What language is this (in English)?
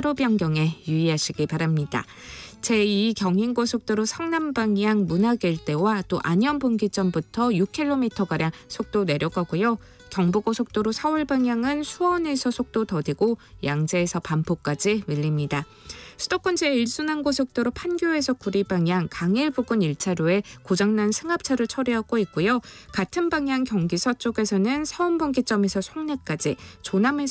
Korean